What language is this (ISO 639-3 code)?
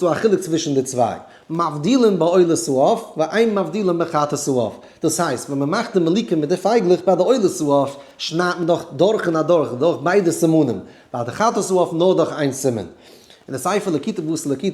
yid